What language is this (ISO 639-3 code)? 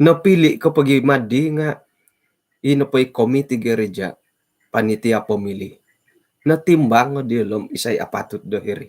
dtp